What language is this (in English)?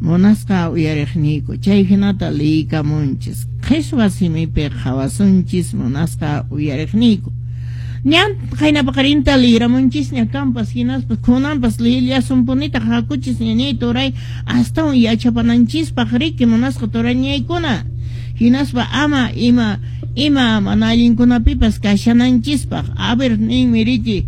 Quechua